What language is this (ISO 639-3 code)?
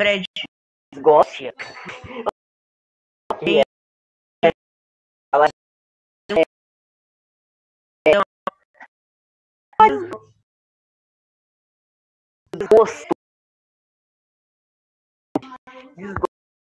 por